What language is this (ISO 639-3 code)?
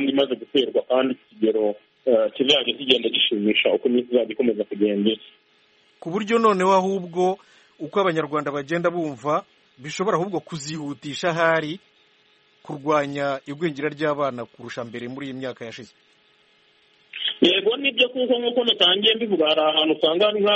kin